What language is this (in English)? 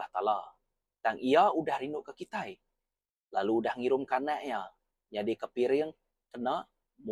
Iban